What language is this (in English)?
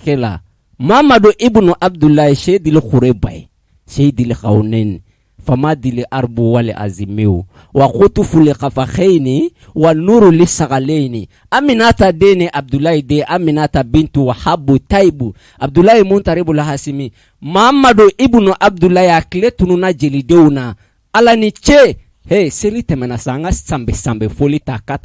Bambara